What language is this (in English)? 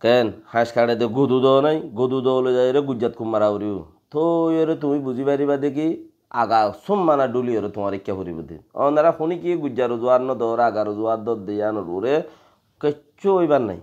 Rohingya